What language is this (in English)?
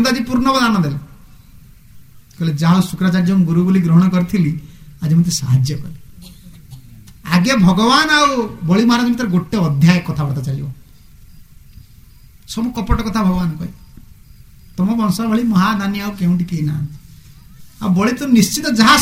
Odia